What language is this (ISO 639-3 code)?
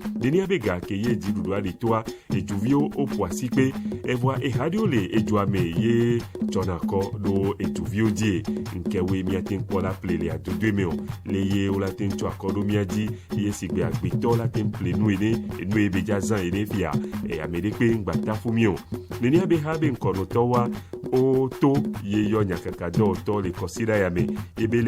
ewe